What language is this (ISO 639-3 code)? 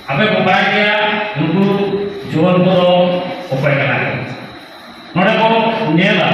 sat